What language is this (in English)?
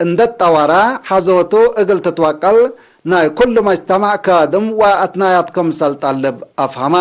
Tigre